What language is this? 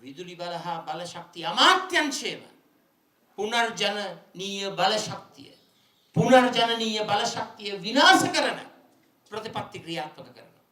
Sinhala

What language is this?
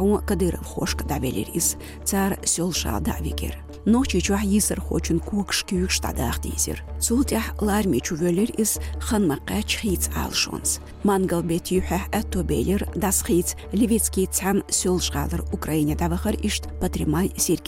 Chechen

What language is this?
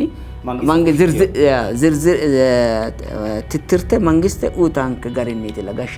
Sidamo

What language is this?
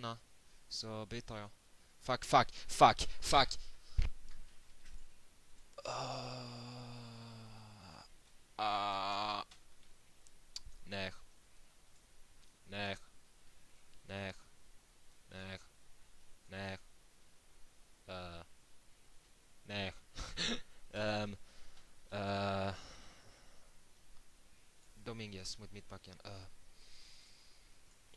Swedish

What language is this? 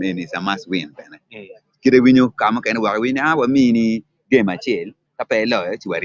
Acoli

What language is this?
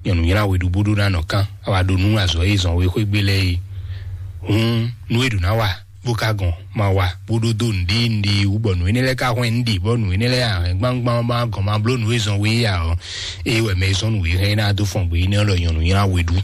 Fon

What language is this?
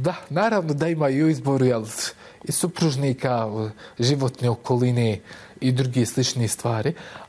Bosnian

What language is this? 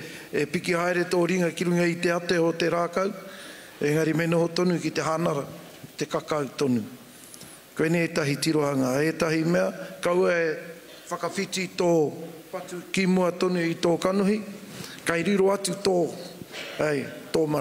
Māori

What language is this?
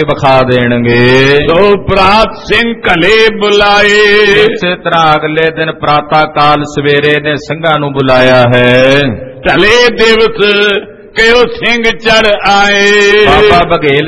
Punjabi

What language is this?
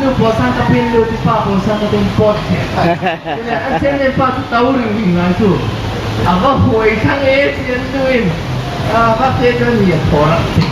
Falam Chin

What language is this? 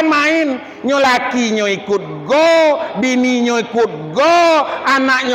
Minangkabau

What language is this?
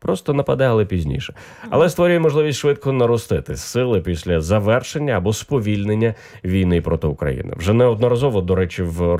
Ukrainian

